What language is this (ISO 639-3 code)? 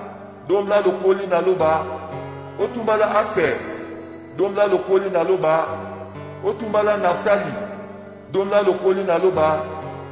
dua